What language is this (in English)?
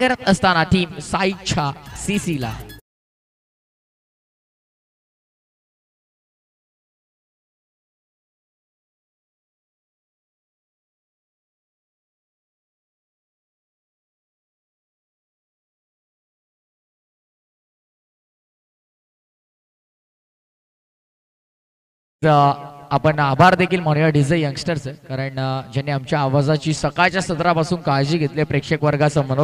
Marathi